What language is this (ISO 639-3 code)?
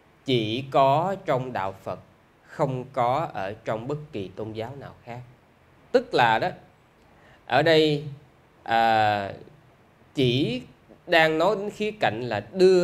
vie